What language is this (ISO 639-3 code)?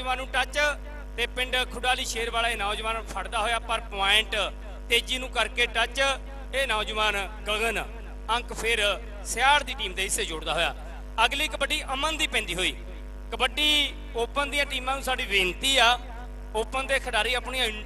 pan